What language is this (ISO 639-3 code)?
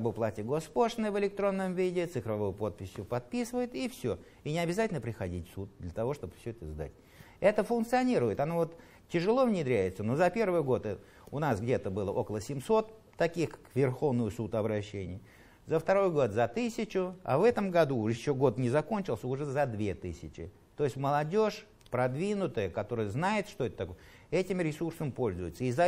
rus